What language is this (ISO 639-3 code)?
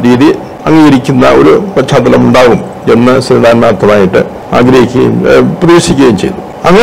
mal